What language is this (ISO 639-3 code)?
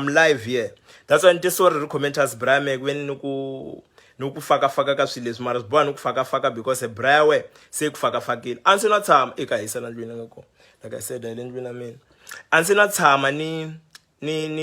tso